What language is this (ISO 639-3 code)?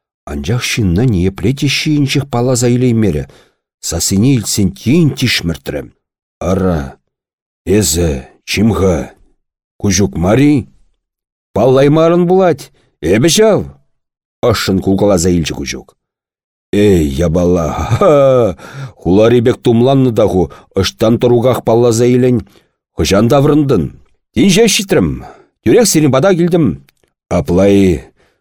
chv